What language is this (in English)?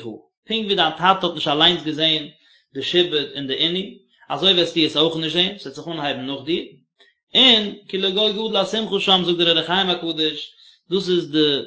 Yiddish